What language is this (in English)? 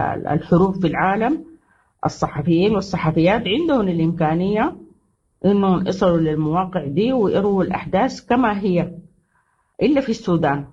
Sudanese Arabic